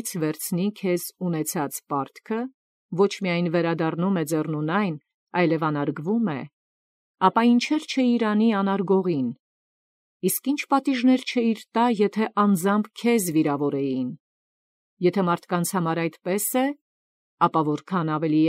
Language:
Armenian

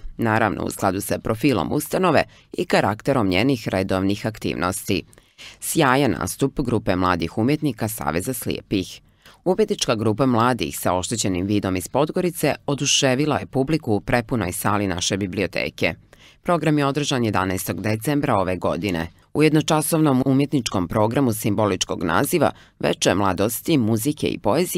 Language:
Serbian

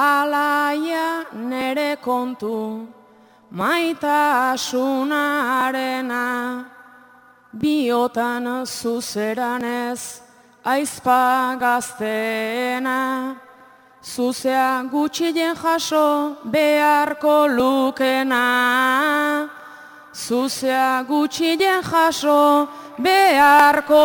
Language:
Basque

